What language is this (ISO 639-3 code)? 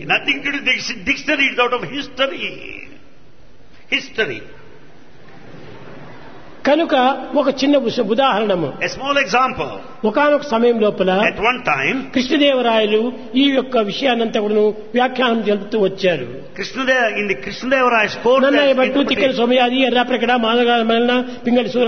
tel